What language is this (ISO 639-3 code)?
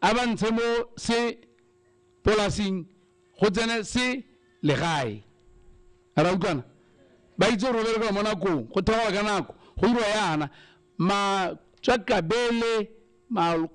tsn